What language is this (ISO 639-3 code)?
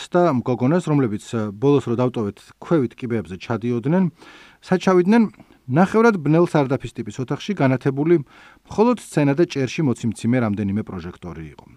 kat